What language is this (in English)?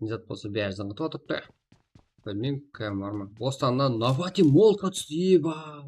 Kara-Kalpak